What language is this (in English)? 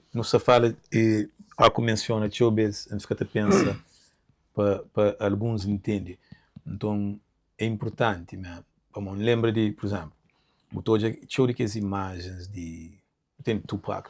Kabuverdianu